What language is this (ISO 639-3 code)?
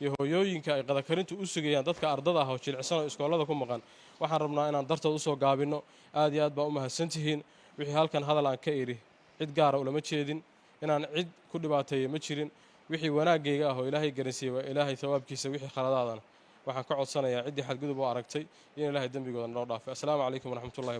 som